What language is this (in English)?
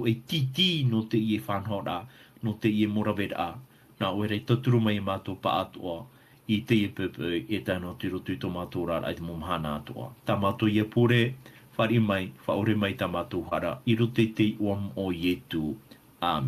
Tahitian